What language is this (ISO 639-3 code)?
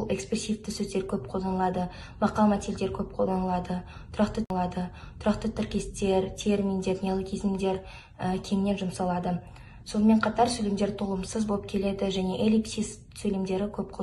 kaz